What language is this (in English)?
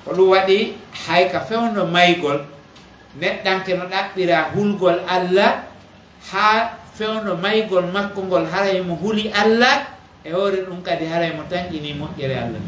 Pular